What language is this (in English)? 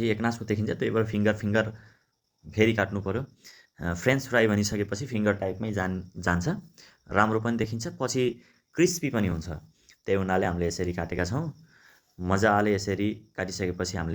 Nepali